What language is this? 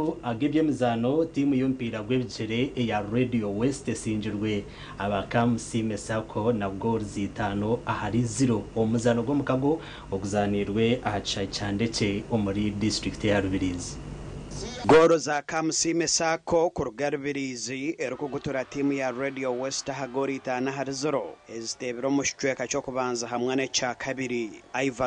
Nyankole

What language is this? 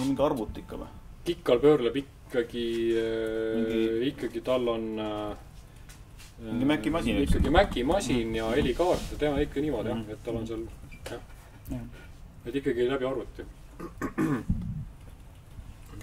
Estonian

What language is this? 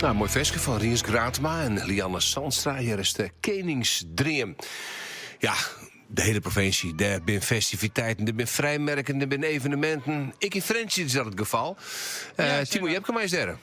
Western Frisian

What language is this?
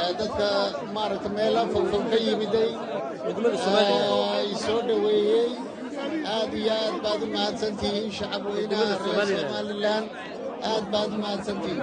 Somali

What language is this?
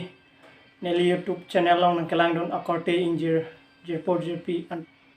Karbi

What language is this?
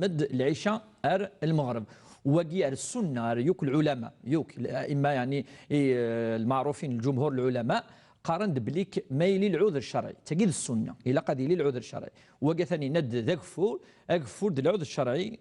Kabyle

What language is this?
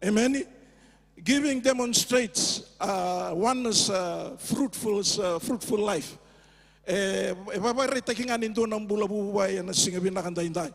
Fijian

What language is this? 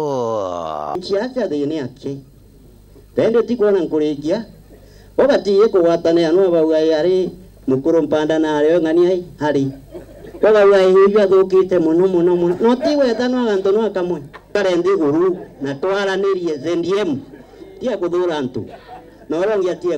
Meru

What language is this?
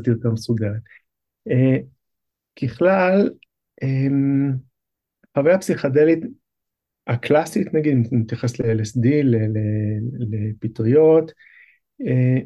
Hebrew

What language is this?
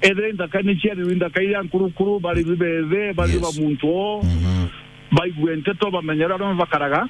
Meru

